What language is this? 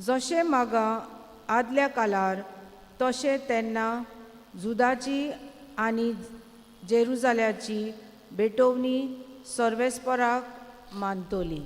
Konkani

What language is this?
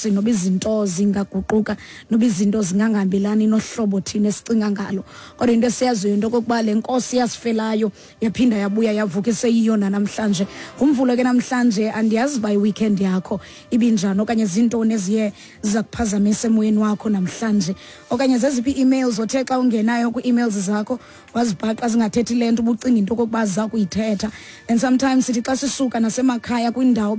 Xhosa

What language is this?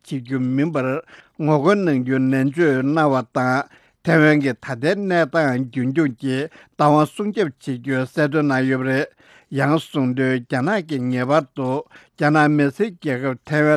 Tibetan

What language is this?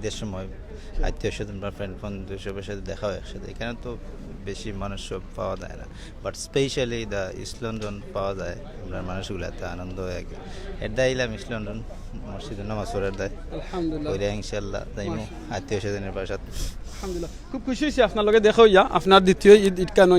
Sylheti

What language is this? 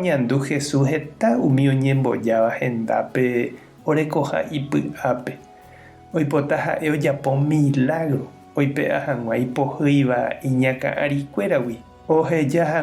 Guarani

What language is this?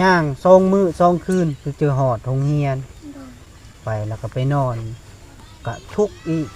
Lao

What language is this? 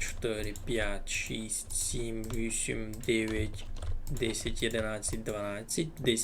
Rusyn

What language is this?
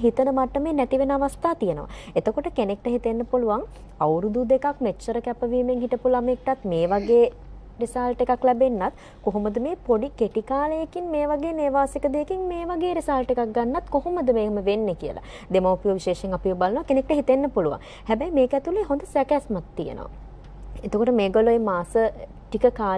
Sinhala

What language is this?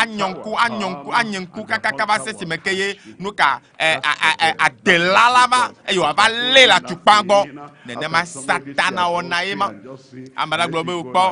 Ewe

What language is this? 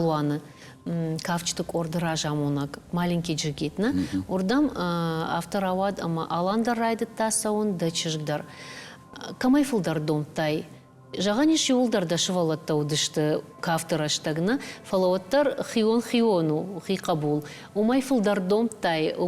Ossetic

